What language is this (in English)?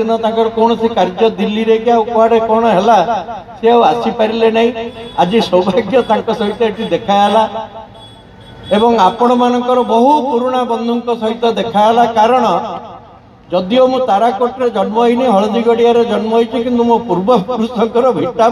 Odia